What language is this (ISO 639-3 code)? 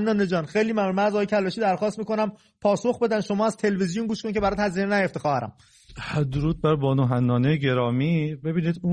fas